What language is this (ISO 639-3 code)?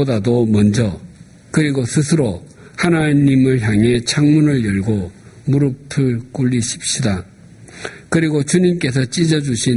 kor